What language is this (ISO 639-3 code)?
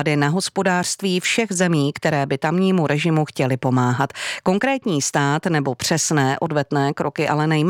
ces